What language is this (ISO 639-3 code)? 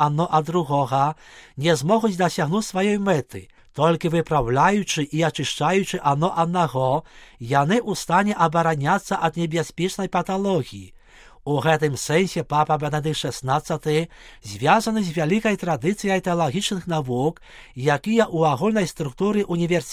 bel